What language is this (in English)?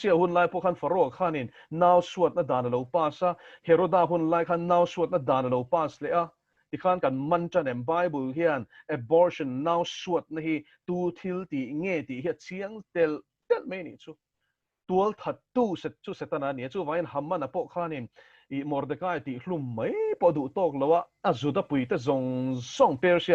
Mizo